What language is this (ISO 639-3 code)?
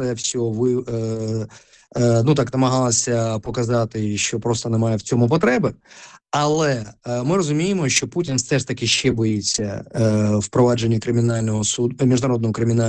ukr